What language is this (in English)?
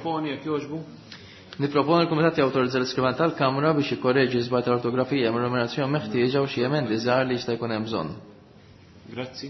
Maltese